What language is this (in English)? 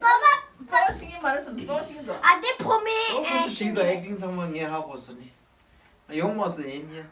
Tibetan